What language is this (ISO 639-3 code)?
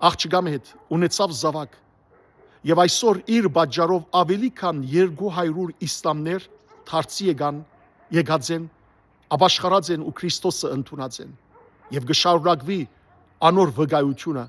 hyw